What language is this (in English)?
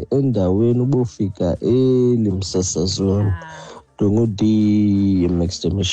Xhosa